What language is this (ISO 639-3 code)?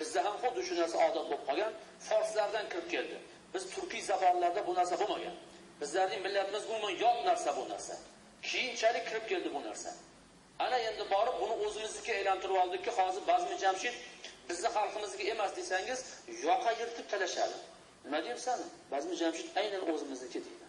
uzb